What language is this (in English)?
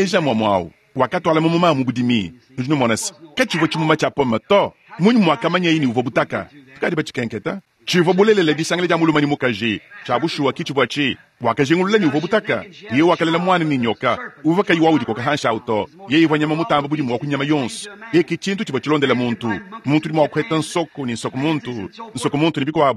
Luba-Lulua